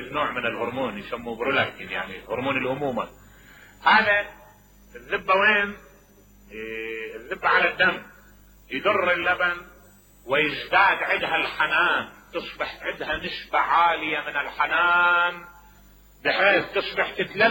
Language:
Mesopotamian Arabic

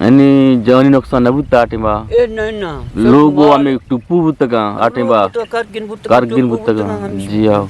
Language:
Eastern Balochi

